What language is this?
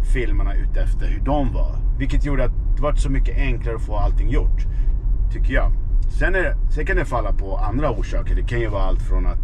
Swedish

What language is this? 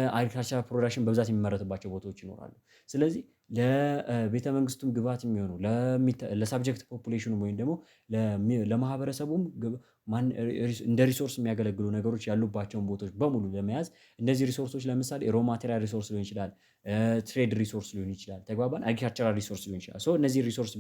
Amharic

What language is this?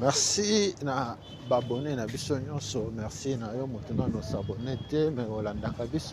Lingala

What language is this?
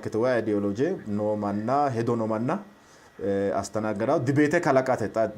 Sidamo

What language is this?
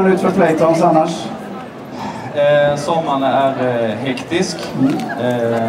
Swedish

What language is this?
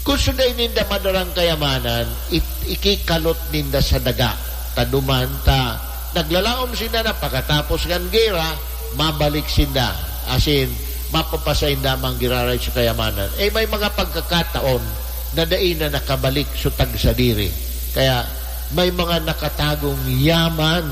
Bikol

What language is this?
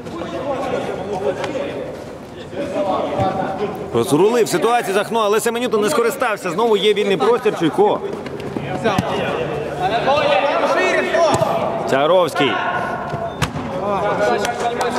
Ukrainian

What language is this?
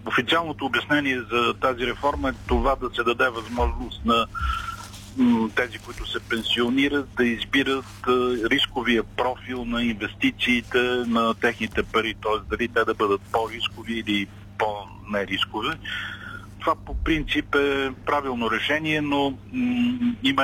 Bulgarian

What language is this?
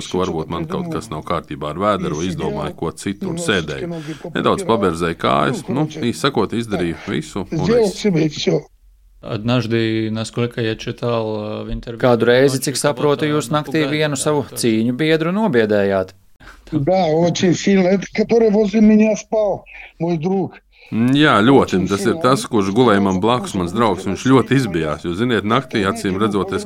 Latvian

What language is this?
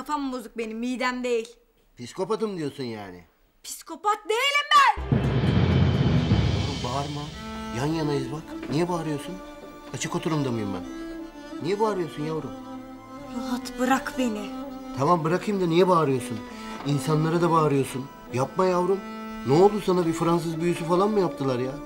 Turkish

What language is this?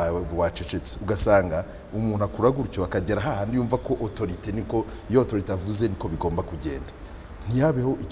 Kinyarwanda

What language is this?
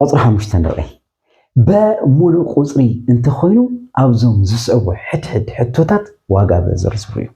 Tigrinya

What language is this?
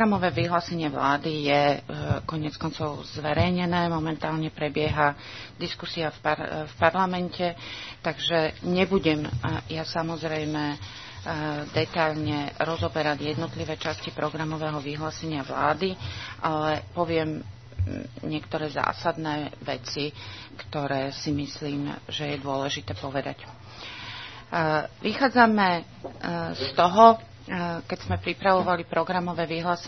Slovak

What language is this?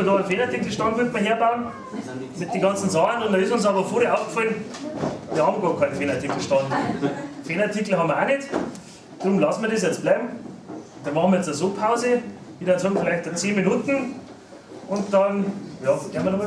Bavarian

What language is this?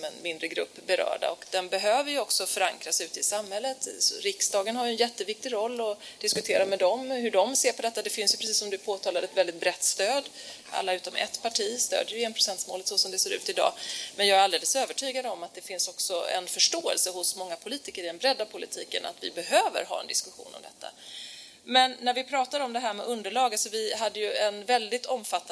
Swedish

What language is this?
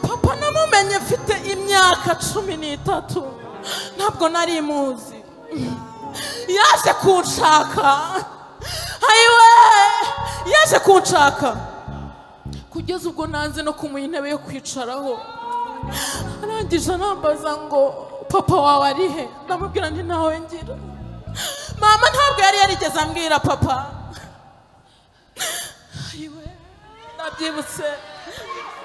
Kinyarwanda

